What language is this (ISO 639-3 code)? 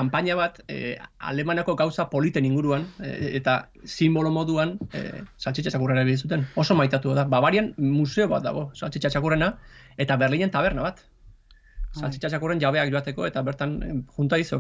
eus